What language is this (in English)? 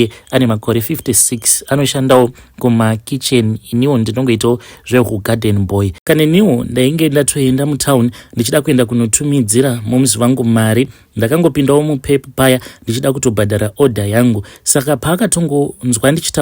Shona